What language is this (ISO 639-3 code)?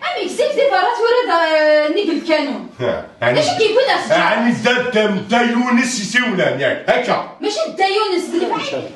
kab